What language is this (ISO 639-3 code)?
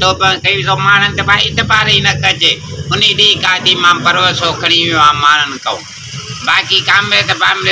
snd